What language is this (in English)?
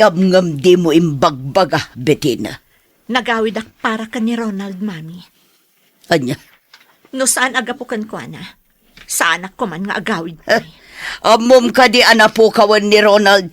Iloko